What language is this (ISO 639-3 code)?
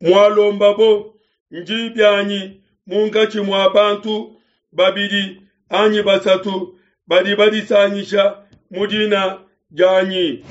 lua